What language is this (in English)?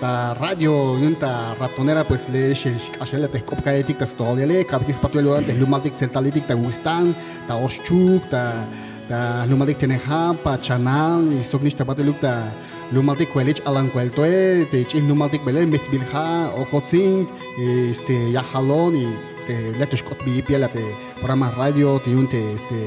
Tzeltal